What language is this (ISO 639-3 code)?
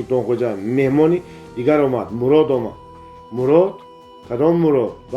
tgk